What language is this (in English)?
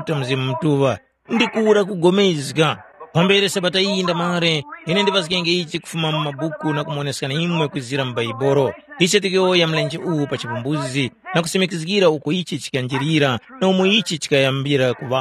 Tumbuka